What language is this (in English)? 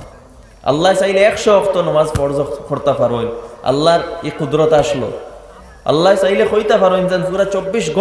Sylheti